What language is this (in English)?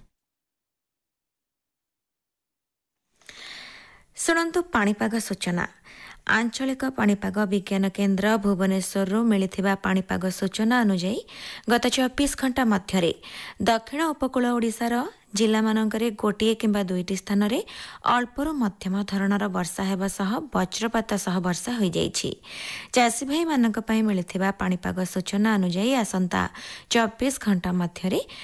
Odia